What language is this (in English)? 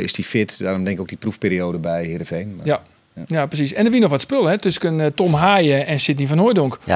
Western Frisian